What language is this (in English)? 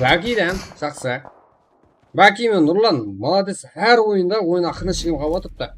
Kara-Kalpak